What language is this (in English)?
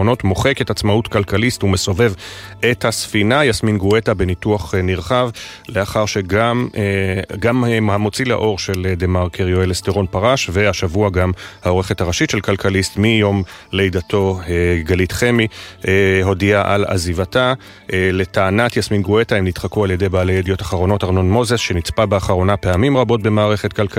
Hebrew